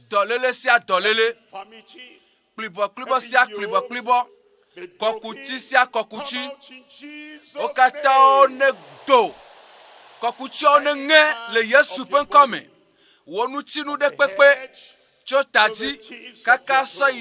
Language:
Ewe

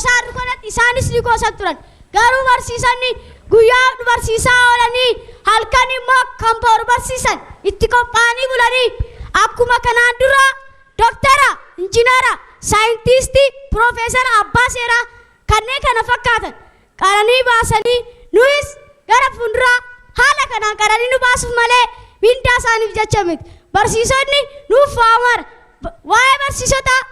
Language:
Oromo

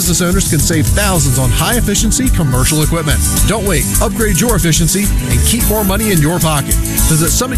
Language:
English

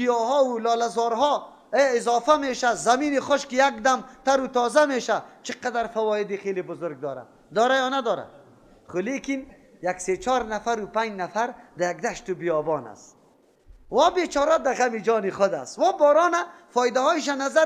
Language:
Persian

